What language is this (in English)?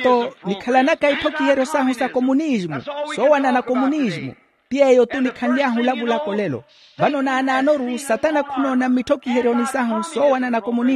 Makhuwa